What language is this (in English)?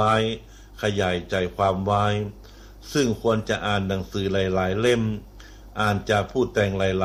Thai